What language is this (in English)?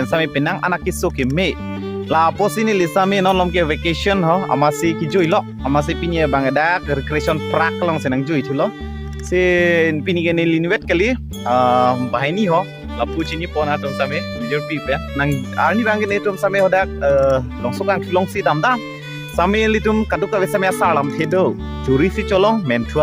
Karbi